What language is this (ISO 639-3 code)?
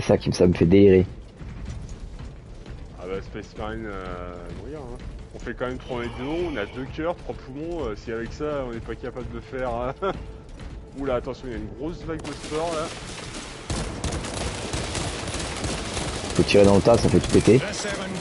fra